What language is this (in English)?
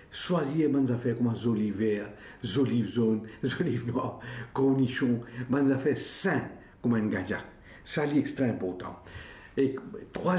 Morisyen